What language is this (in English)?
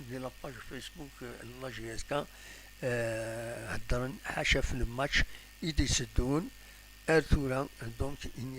Kabyle